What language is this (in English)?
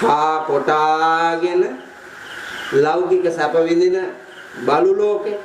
Sinhala